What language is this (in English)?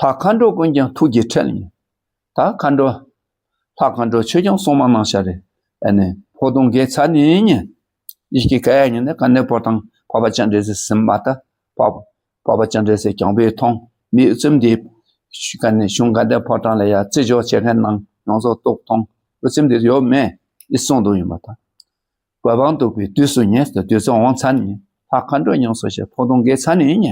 Dakpakha